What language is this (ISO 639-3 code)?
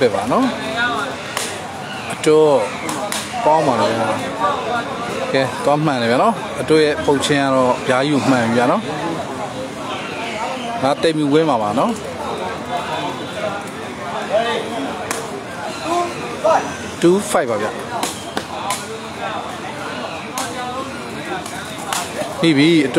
mya